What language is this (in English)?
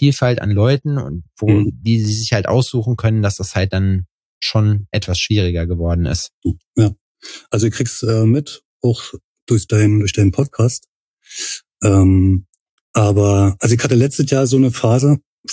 German